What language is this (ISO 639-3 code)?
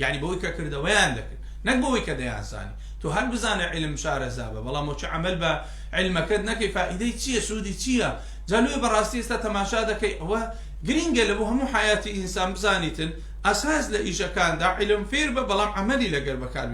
ckb